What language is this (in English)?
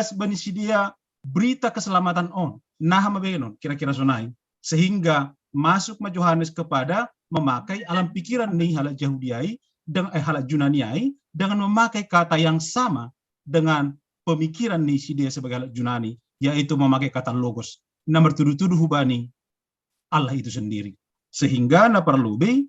Batak Simalungun